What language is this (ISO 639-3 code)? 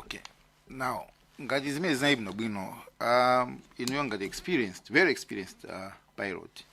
nya